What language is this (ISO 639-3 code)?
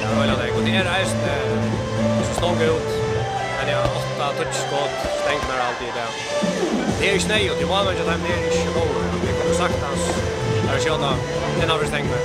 fao